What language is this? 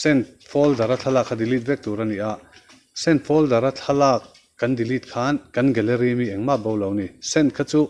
Mizo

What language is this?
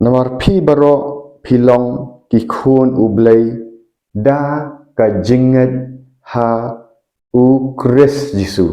Khasi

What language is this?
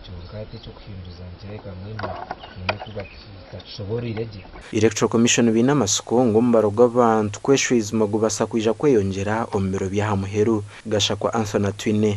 Nyankole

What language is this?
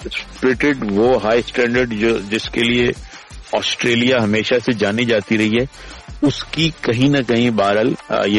Hindi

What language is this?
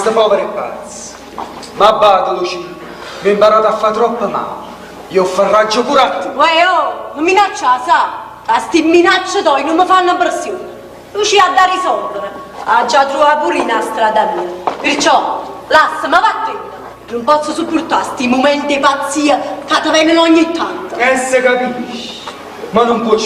Neapolitan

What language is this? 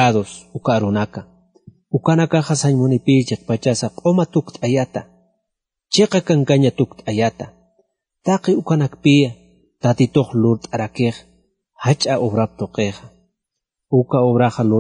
Aymara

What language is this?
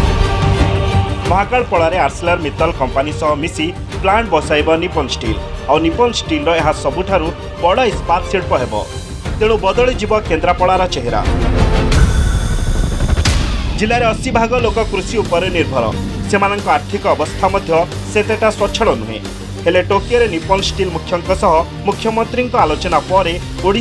Odia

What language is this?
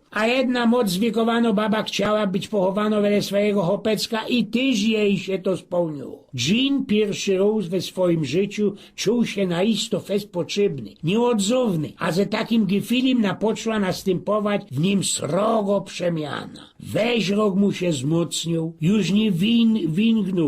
Silesian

